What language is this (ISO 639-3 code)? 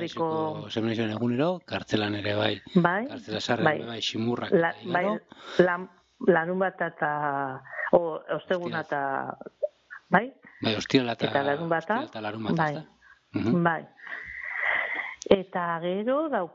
eus